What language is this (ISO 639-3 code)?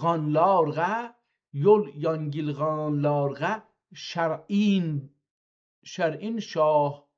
azb